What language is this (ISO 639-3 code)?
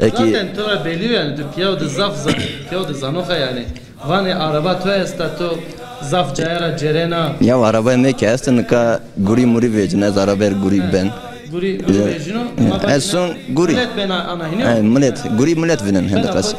zza